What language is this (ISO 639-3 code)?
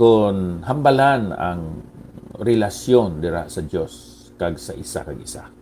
hil